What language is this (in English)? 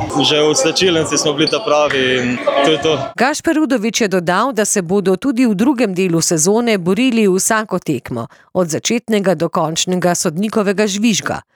Slovenian